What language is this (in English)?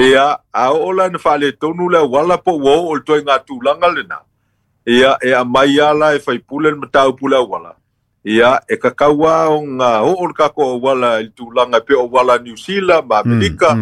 Samoan